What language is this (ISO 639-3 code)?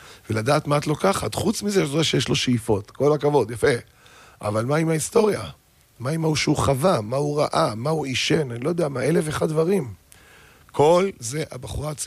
heb